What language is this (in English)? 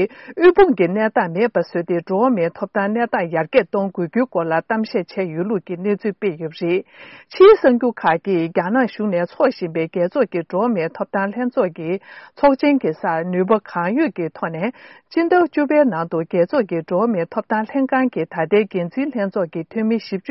Tibetan